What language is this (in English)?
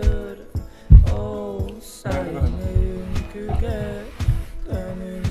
Yakut